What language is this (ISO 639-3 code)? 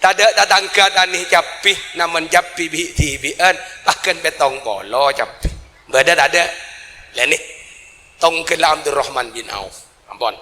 mad